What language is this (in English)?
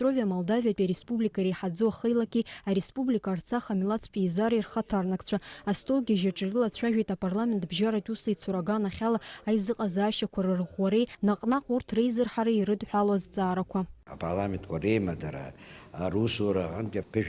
Abkhazian